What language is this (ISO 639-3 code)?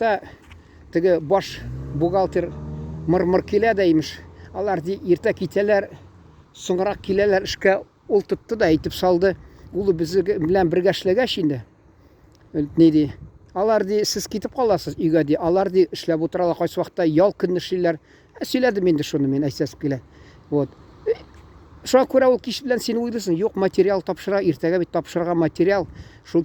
tat